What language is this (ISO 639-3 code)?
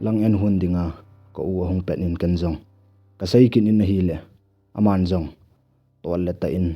tcz